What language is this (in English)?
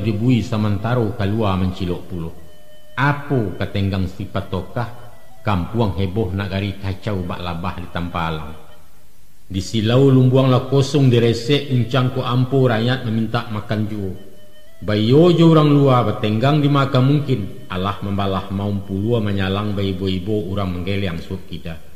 Minangkabau